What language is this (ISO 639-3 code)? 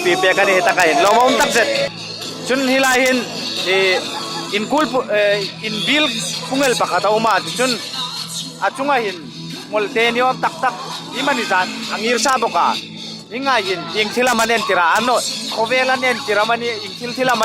hmr